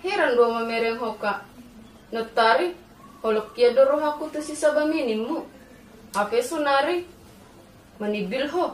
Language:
Batak Toba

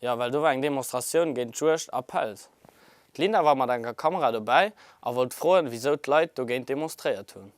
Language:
Luxembourgish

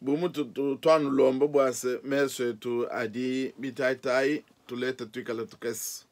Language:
Luba-Lulua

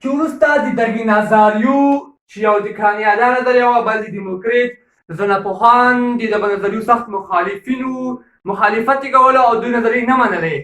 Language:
Pashto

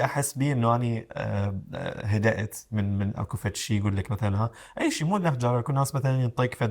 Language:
Mesopotamian Arabic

